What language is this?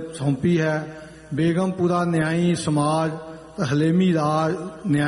Punjabi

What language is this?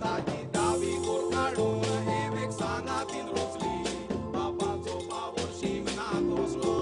Konkani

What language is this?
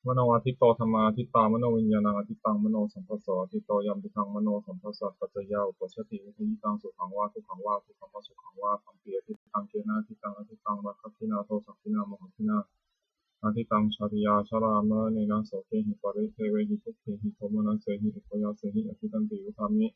Pali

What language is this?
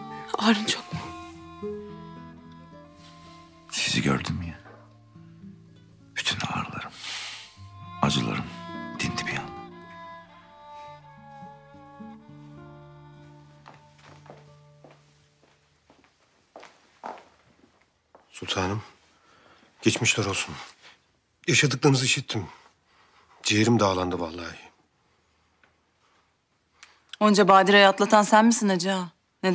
Turkish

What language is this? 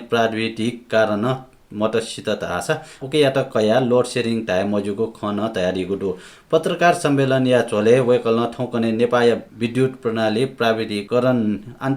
Newari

